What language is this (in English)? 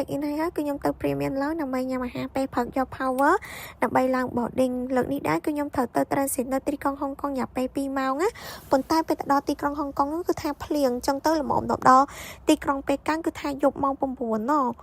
Khmer